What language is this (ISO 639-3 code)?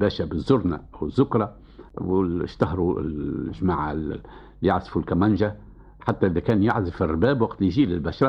aeb